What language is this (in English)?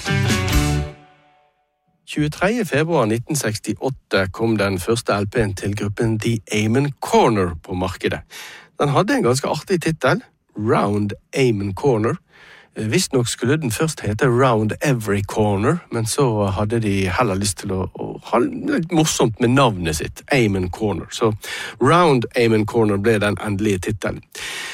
Norwegian